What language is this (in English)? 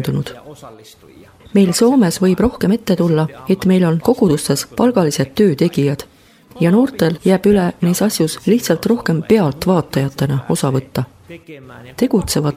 Estonian